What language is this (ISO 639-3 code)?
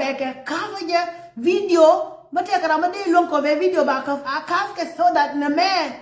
nus